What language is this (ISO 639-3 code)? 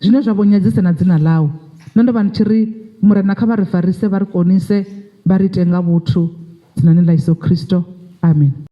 ven